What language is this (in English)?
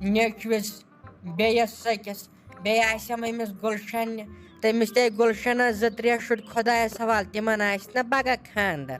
Kashmiri